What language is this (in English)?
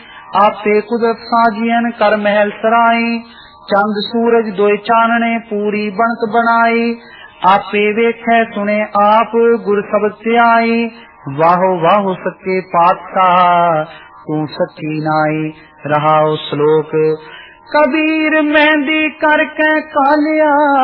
Punjabi